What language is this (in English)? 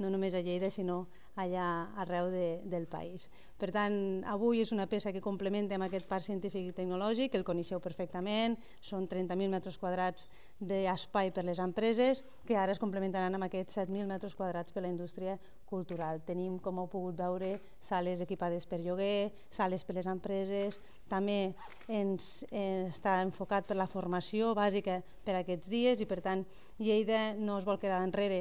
Catalan